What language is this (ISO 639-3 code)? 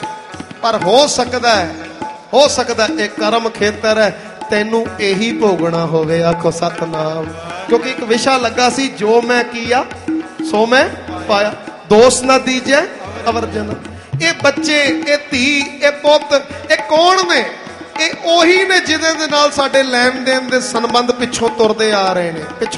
pan